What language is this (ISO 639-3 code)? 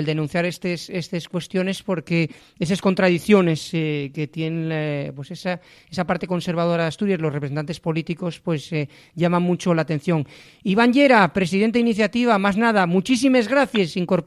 ast